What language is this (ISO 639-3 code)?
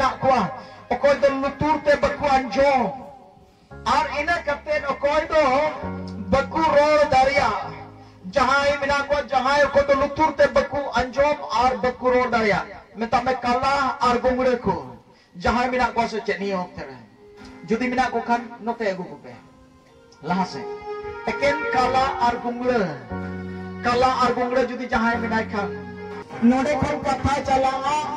sat